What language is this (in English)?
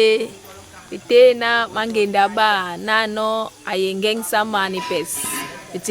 Basaa